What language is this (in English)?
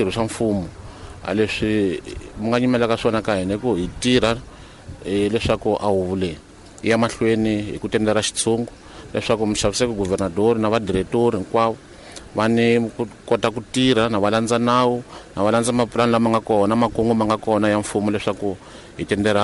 Tsonga